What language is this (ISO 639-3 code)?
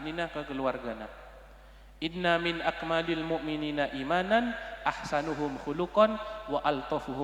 mad